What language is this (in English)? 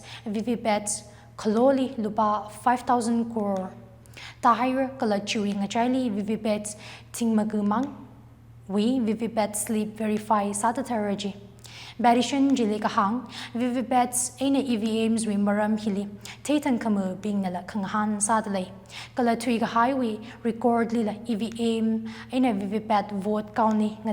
Tangkhul Naga (India)